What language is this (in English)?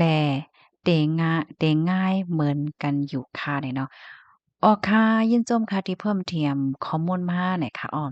Shan